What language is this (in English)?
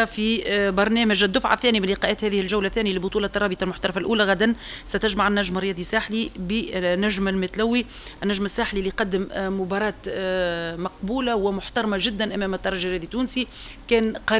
Tunisian Arabic